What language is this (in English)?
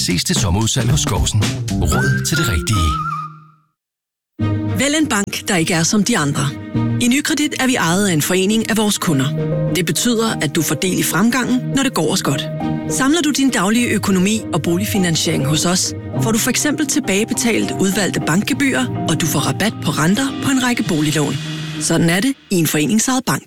Danish